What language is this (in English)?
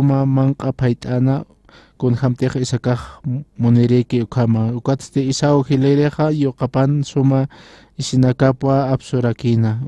Aymara